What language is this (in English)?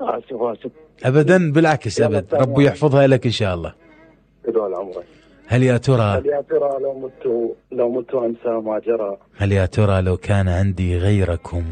Mesopotamian Arabic